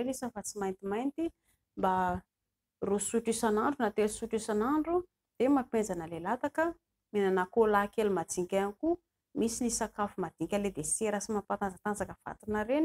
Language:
Malagasy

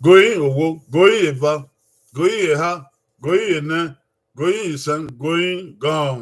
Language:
Bini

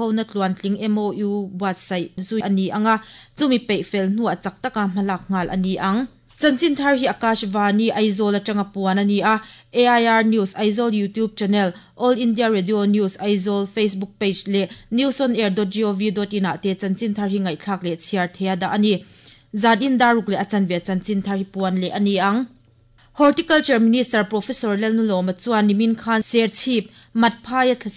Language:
Mizo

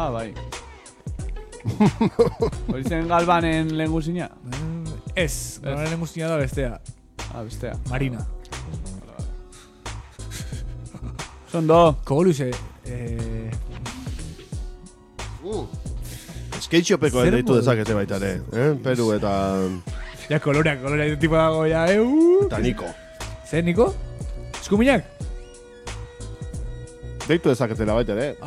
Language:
Basque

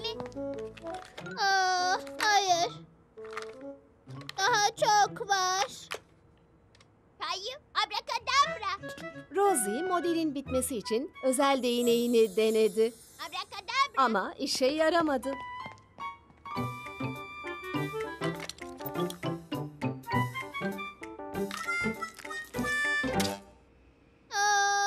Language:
Turkish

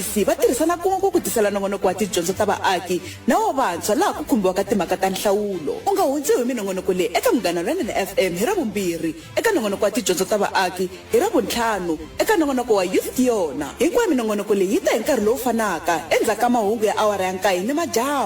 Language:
Tsonga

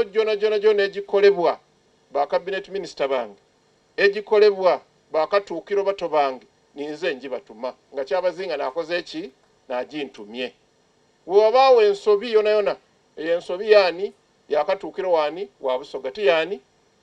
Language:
Soga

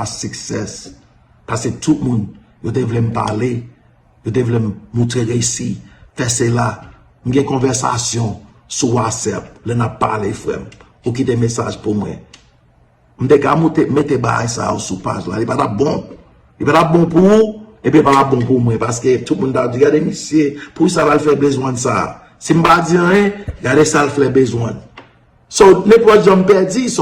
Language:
Haitian Creole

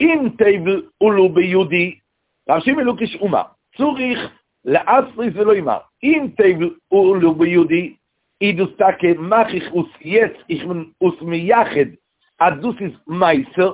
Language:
Yiddish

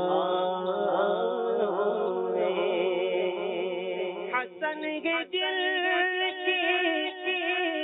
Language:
Urdu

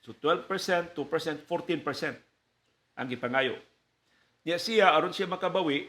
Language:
Cebuano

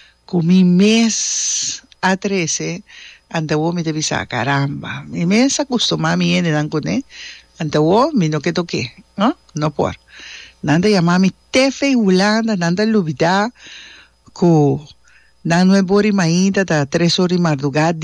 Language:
Papiamento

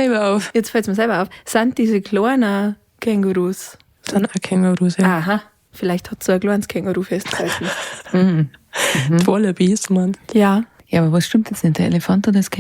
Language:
Bavarian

